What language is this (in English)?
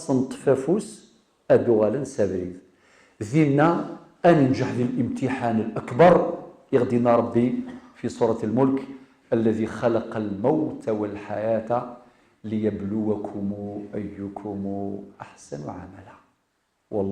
Kabyle